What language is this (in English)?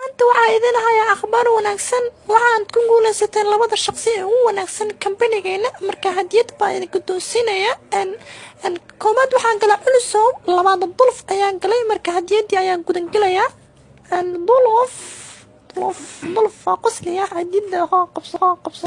Somali